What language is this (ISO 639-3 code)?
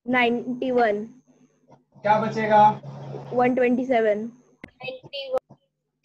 hin